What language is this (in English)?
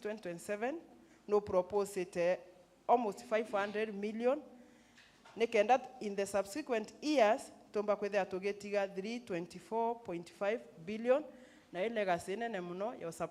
Meru